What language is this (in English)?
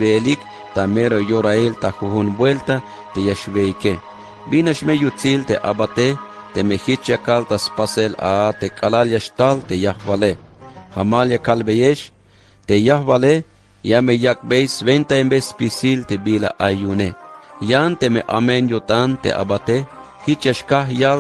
Tzeltal